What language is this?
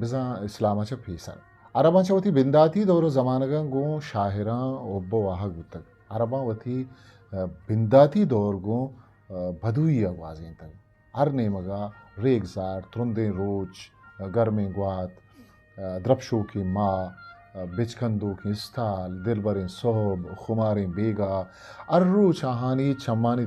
Eastern Balochi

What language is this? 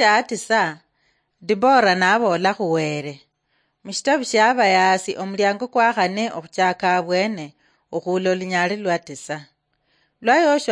Luyia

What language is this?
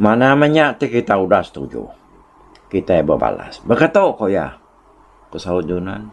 Iban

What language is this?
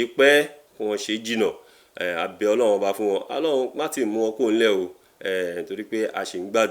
Yoruba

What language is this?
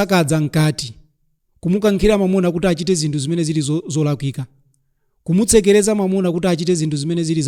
Nyanja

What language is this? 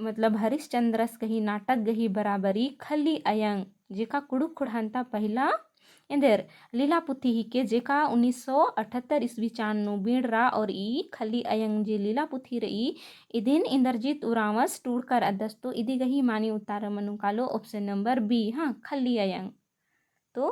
Kurukh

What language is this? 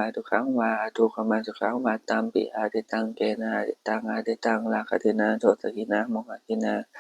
Pali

